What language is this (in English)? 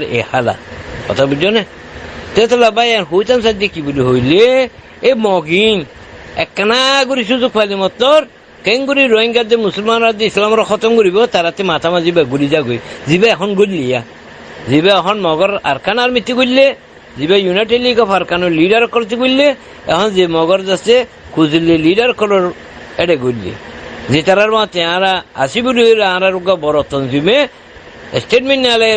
Rohingya